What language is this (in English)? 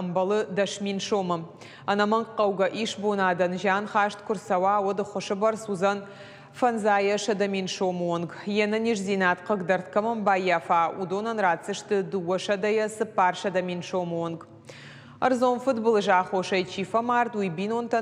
Ossetic